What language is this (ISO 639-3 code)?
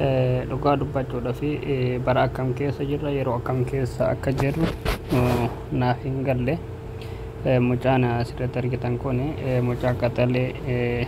orm